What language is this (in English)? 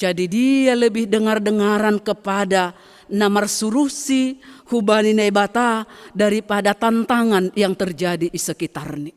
Batak Simalungun